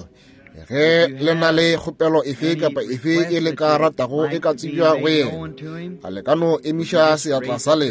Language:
Northern Sotho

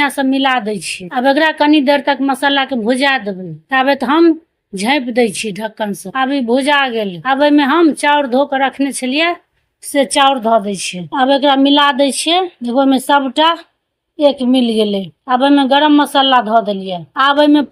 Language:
Maithili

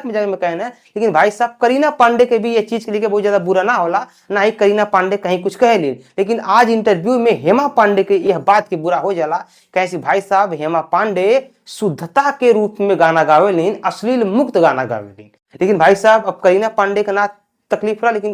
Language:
Bhojpuri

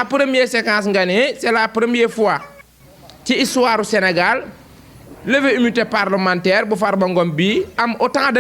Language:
Wolof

